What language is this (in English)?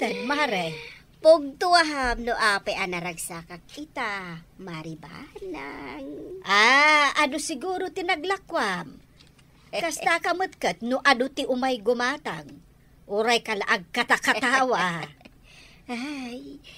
Iloko